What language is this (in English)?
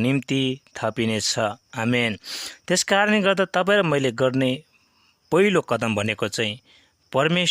Nepali